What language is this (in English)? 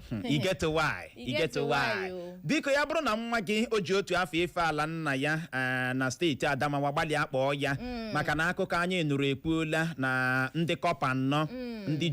Igbo